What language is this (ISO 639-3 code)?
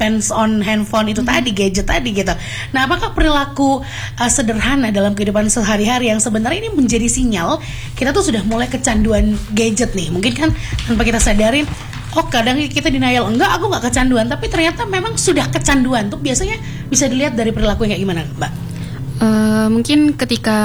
ind